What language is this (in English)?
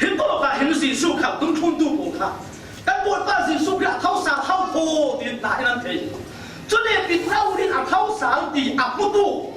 Falam Chin